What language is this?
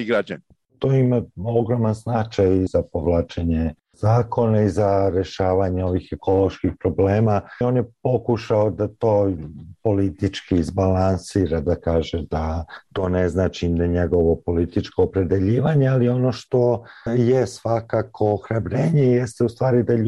Serbian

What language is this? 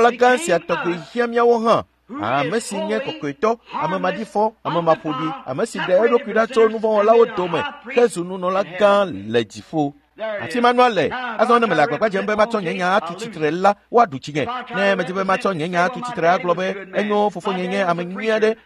Ewe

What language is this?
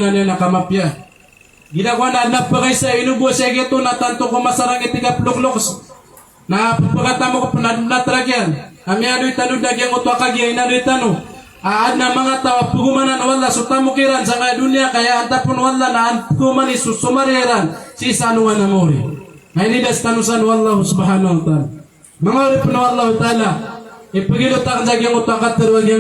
Maranao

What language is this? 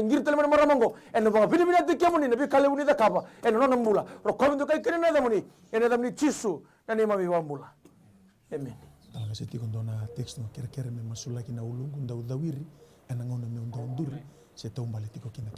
Fijian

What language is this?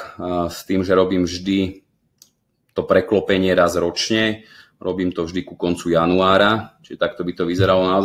Slovak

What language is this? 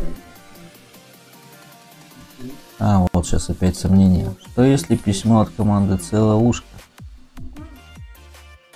Russian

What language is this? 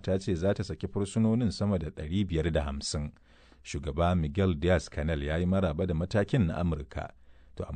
Hausa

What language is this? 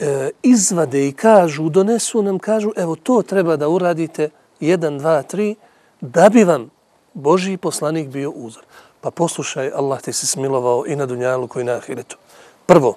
Bosnian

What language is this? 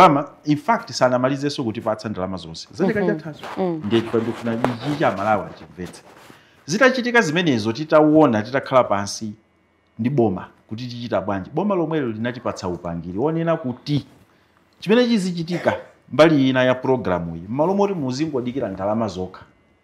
Nyanja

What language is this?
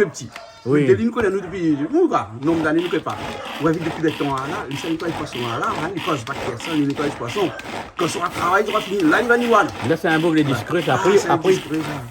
Réunion Creole French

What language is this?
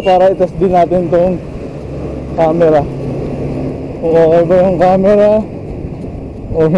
Filipino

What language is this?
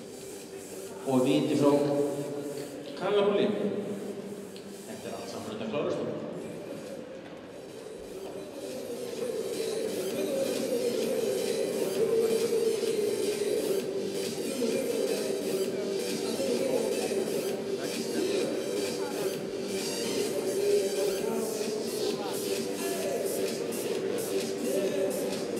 Icelandic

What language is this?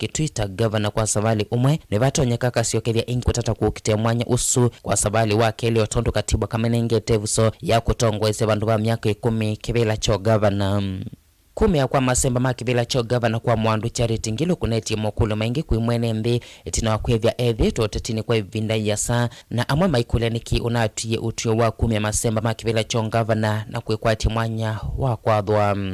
Kamba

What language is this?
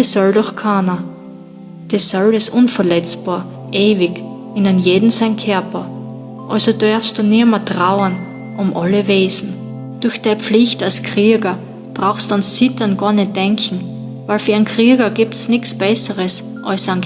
Bavarian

